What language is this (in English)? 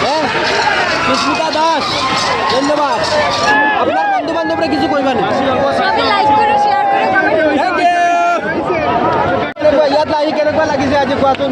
Sylheti